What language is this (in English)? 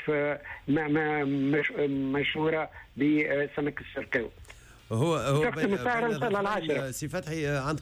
Tunisian Arabic